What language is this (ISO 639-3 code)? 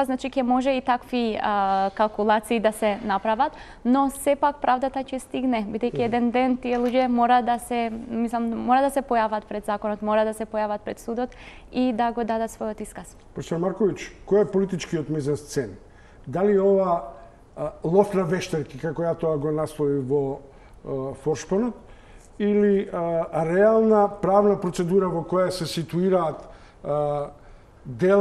mkd